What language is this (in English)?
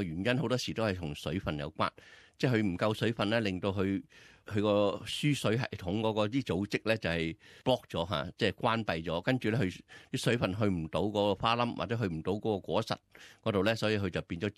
Cantonese